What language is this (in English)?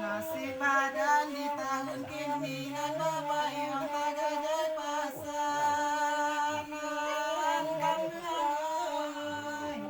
Minangkabau